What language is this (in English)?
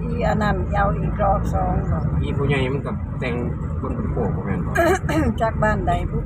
Northeastern Thai